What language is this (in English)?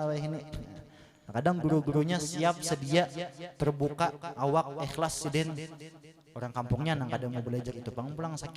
Banjar